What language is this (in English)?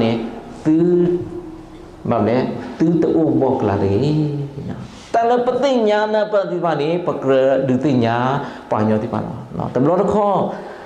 S'gaw Karen